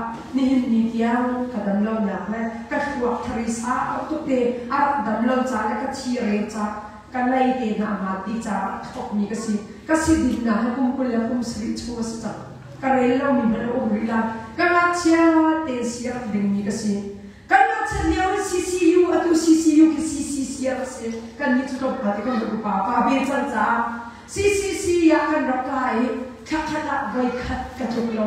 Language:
Hakha Chin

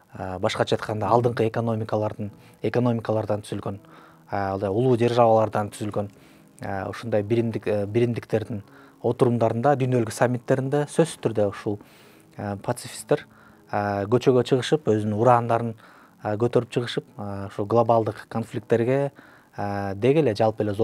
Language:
Kyrgyz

